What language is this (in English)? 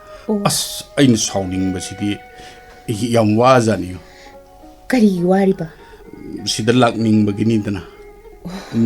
Manipuri